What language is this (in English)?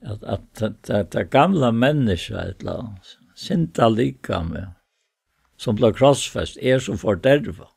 Faroese